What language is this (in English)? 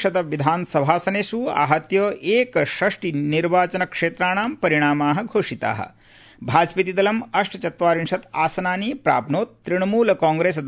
Sanskrit